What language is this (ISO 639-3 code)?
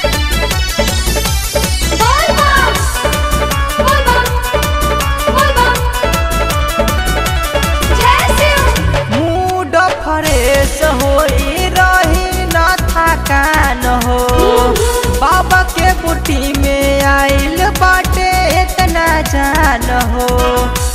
bho